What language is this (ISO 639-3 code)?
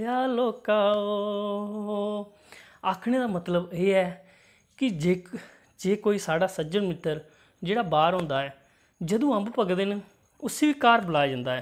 doi